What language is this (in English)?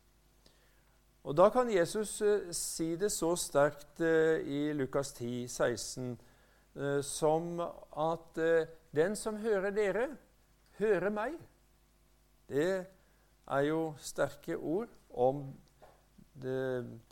Norwegian